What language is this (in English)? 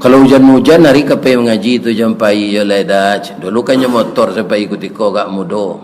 Minangkabau